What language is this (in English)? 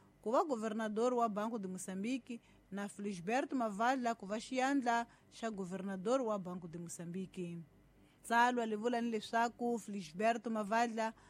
Tsonga